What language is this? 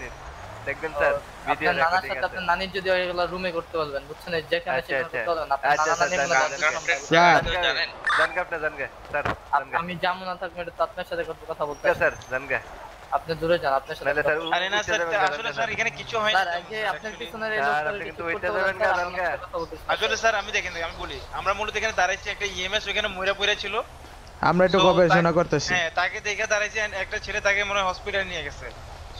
Bangla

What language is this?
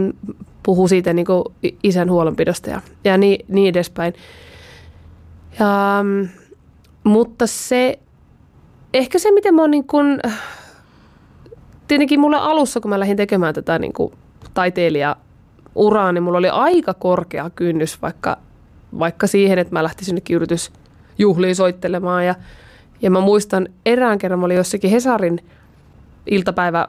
Finnish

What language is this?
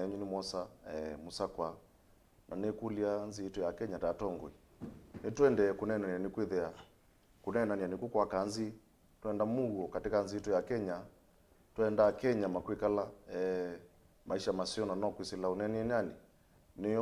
Kamba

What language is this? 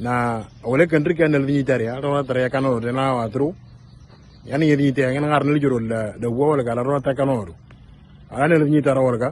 Moro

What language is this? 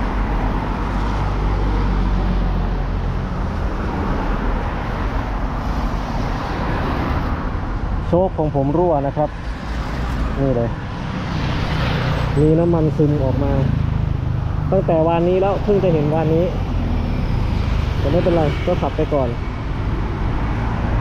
Thai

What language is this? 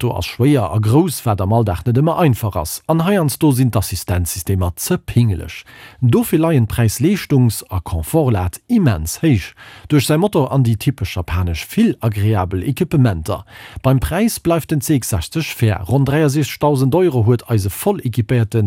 Luxembourgish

